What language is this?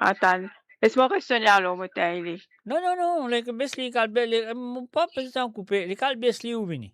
Morisyen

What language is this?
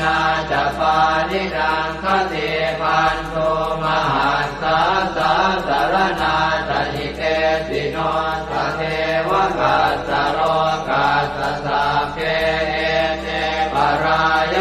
Pali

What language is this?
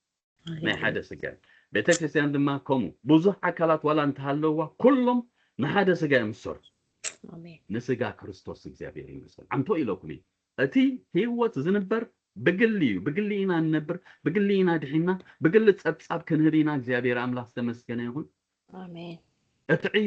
Tigrinya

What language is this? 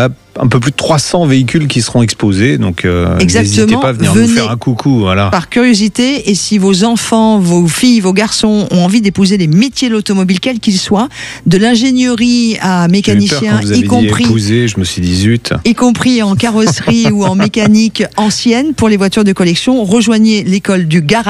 French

